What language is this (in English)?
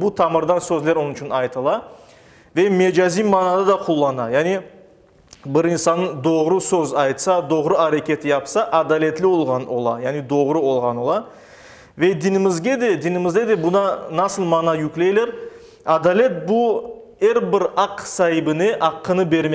Crimean Tatar